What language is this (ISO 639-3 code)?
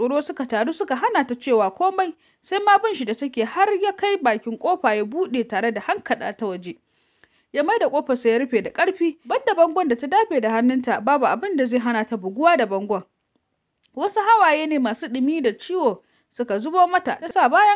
hau